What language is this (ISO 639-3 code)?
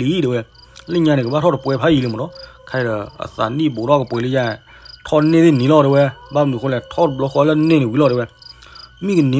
ksw